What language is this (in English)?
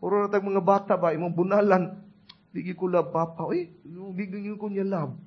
Cebuano